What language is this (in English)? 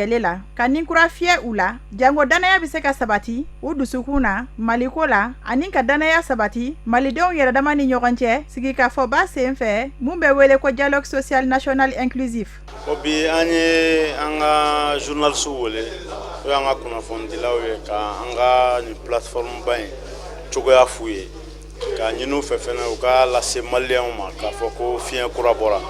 Bambara